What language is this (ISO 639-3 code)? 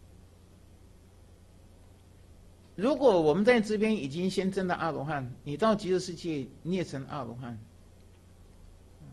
zho